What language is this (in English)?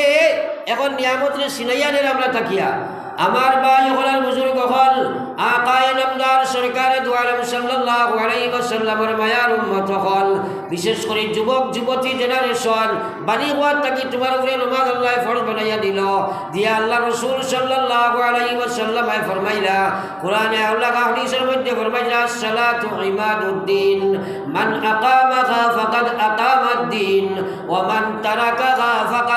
Sylheti